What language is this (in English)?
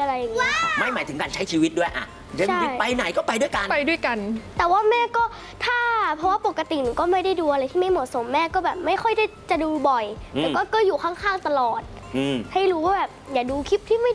Thai